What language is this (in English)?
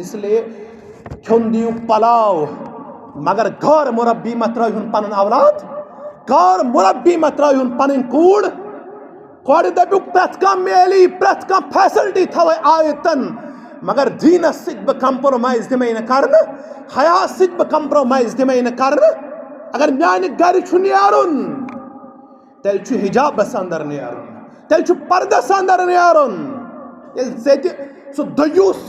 Kashmiri